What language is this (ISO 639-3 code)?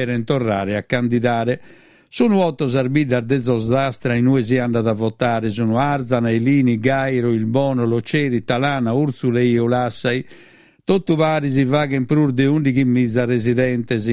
srd